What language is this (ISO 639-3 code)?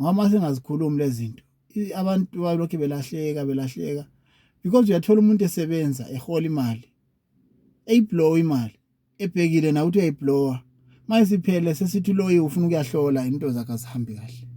zul